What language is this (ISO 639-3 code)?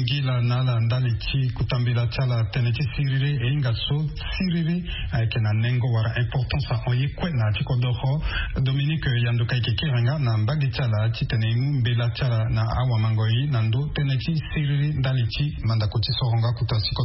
sag